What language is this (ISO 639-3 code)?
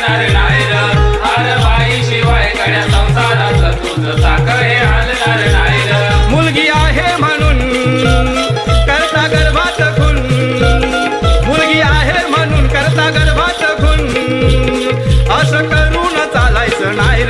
mar